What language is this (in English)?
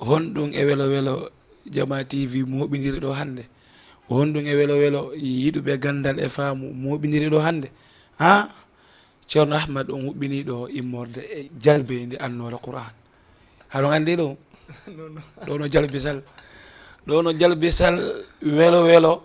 Fula